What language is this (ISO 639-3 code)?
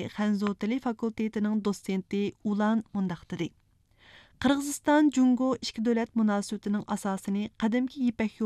uig